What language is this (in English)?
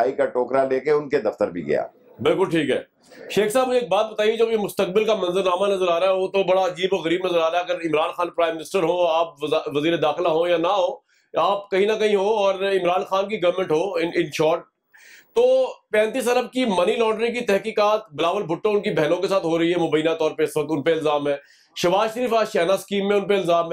Urdu